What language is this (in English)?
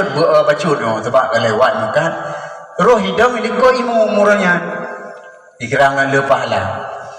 Achinese